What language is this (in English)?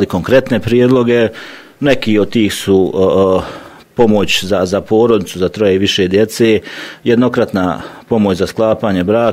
Bosnian